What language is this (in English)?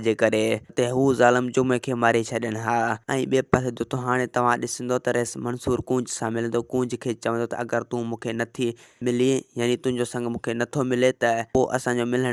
Sindhi